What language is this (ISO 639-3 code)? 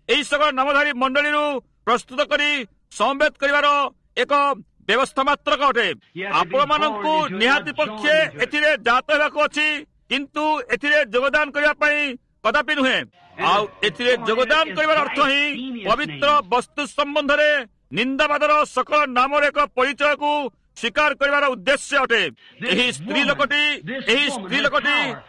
ori